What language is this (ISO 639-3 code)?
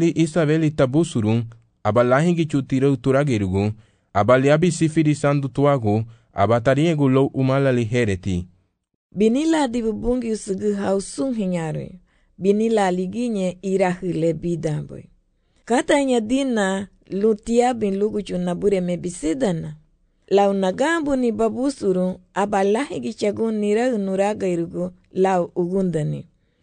cab